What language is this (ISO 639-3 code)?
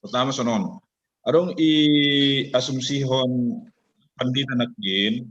bts